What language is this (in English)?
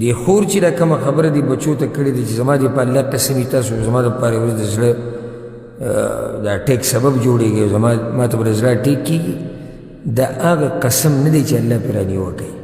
Pashto